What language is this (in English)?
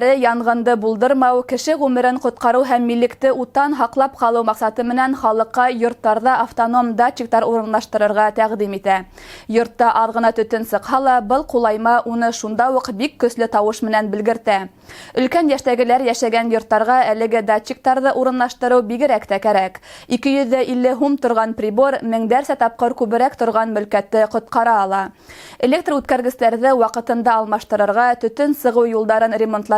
Bashkir